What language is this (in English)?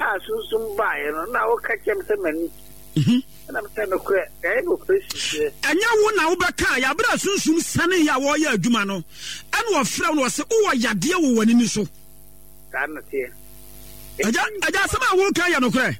Akan